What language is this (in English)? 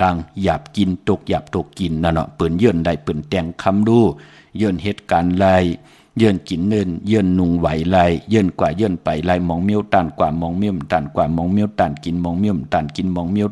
Shan